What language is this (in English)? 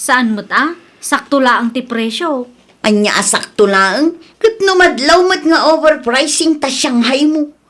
Iloko